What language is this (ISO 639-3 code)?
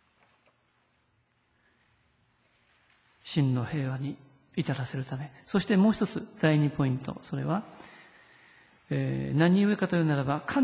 jpn